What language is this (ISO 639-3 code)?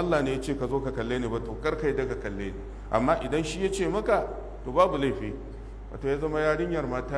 hau